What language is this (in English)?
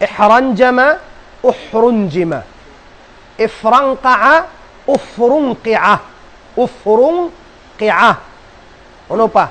Tausug